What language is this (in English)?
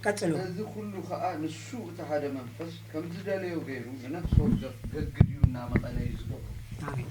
Tigrinya